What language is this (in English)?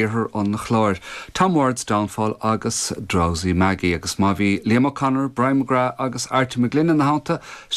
Irish